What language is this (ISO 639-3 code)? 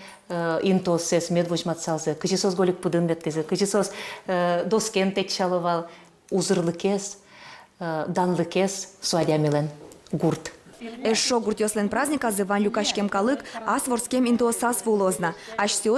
udm